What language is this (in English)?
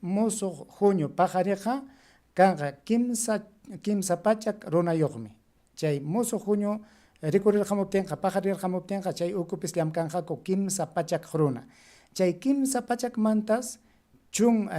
Ayacucho Quechua